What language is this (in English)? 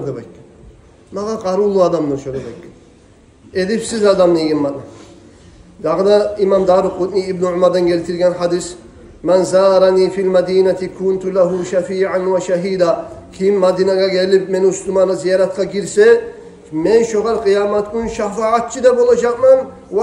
Kumyk